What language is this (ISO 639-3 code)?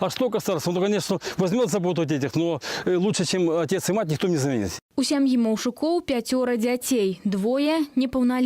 bel